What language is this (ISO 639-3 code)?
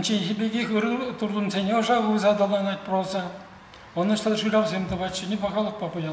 chv